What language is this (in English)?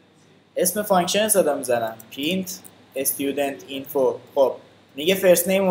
Persian